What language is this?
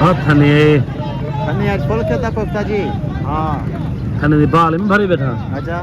Saraiki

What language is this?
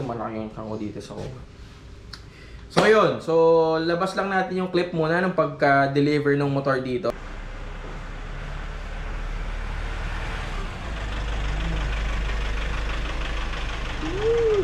Filipino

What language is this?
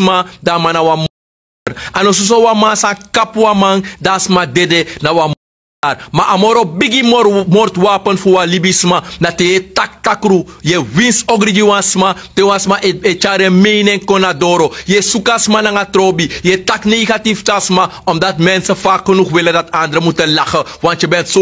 Sranan Tongo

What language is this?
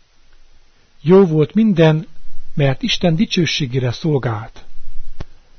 Hungarian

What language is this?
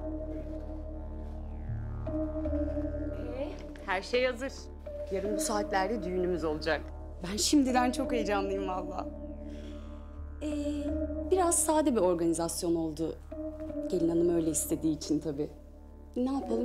Turkish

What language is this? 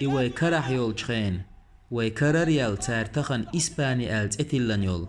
Chechen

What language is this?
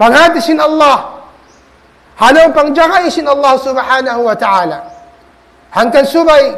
Tausug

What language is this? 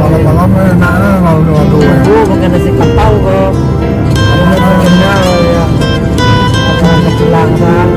Minangkabau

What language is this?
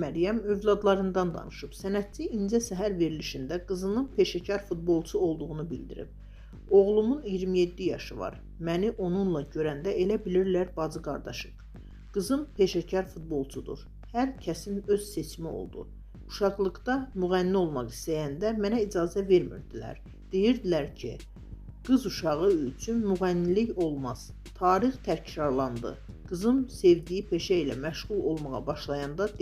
Azerbaijani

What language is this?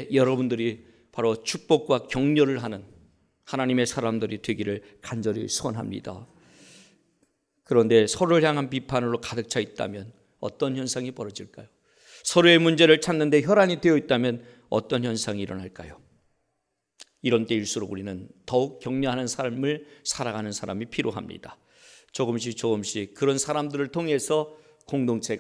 Korean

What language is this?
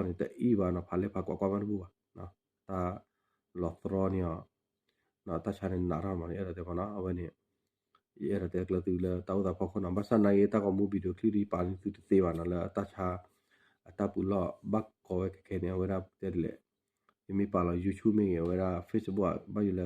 S'gaw Karen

